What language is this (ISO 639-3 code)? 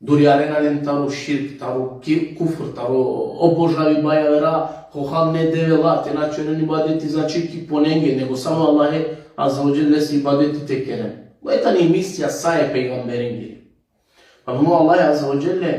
rmn